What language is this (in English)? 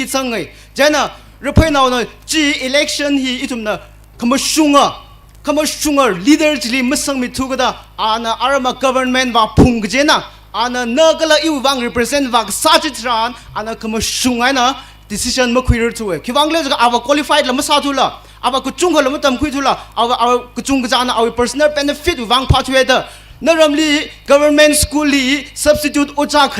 Tangkhul Naga (India)